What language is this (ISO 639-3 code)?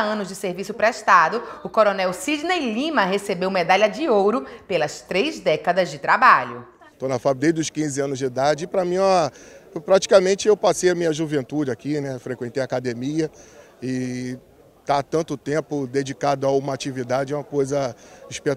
por